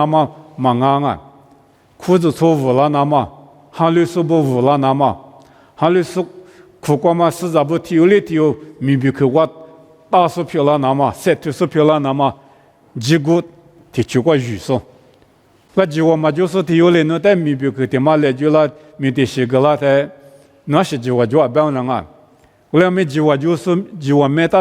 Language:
Lisu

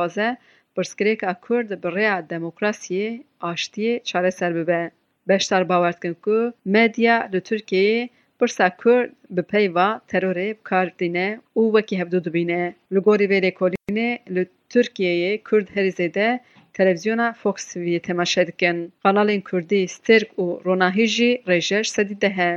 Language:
Kurdish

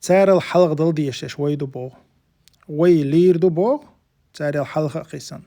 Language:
Chechen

